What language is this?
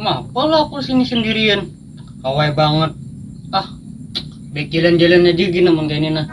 Banjar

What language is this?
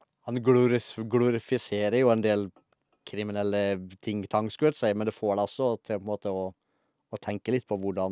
Norwegian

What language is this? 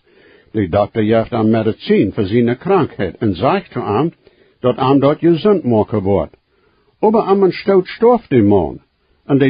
Plautdietsch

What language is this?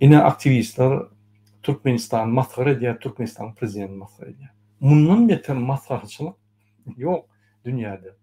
Turkmen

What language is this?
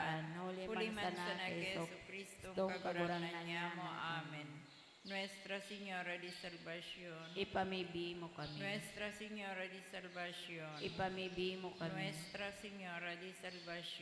Bikol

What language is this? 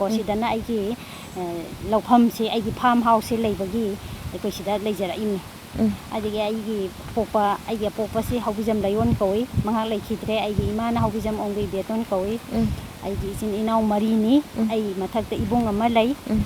Manipuri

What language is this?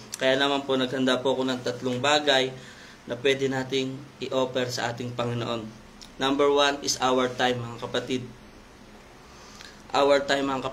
Filipino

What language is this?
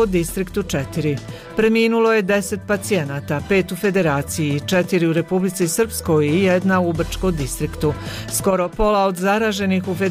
Bosnian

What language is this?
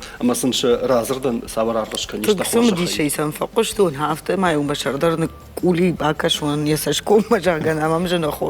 Ossetic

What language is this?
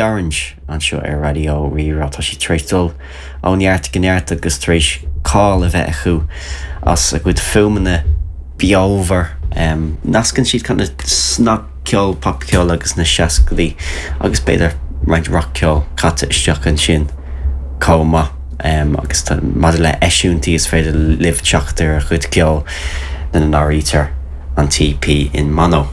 Irish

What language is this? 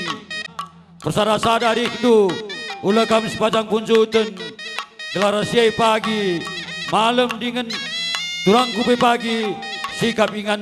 Batak Karo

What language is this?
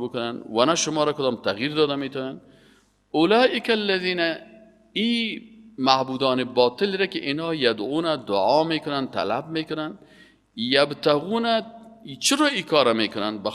Persian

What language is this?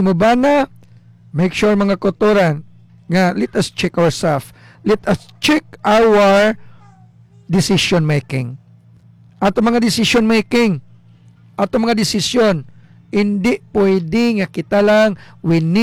Hiligaynon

